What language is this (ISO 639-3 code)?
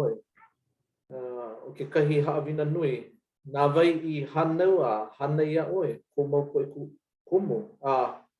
haw